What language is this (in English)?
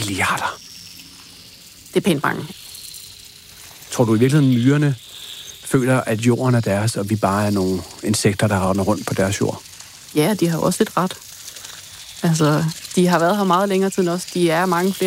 Danish